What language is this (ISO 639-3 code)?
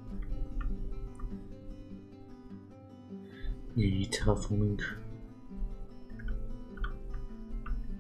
deu